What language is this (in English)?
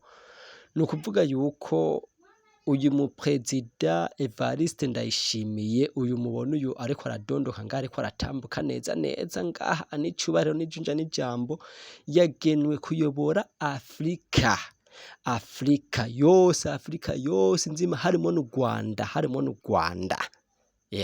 Rundi